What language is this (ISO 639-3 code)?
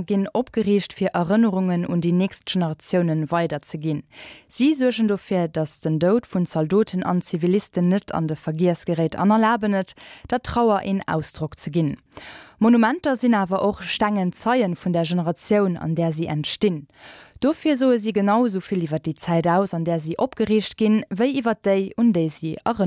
ltz